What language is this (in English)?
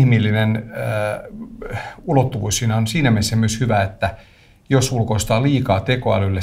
Finnish